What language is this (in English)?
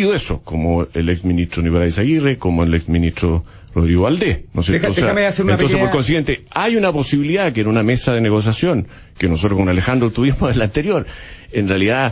Spanish